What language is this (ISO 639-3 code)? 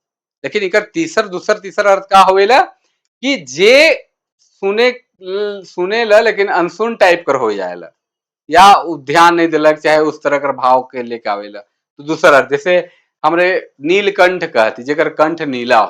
sck